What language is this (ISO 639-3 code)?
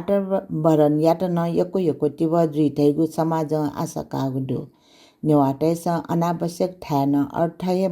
new